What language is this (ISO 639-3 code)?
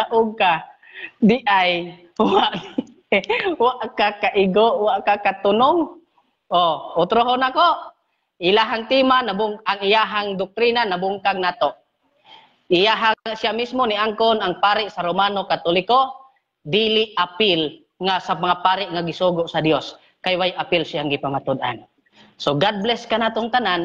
ceb